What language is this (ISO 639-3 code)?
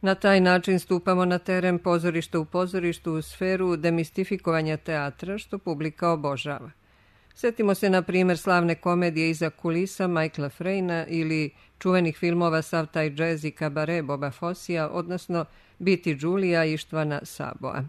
srp